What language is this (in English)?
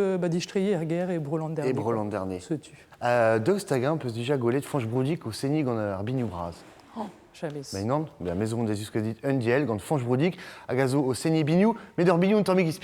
Breton